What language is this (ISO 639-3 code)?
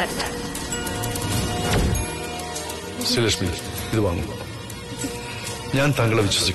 mal